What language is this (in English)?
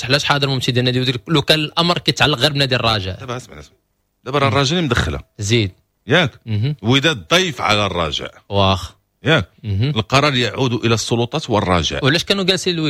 Moroccan Arabic